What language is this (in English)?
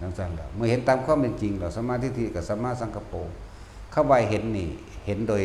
Northeastern Thai